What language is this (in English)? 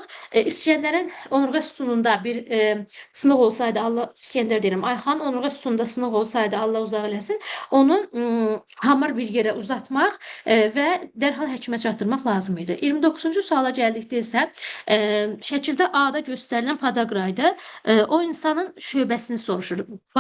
Azerbaijani